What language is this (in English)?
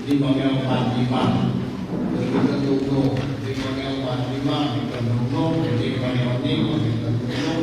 Tongan